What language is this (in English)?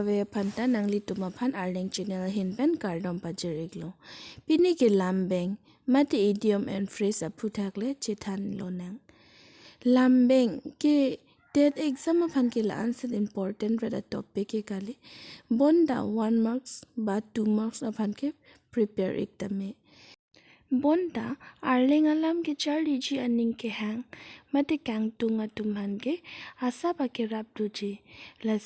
Karbi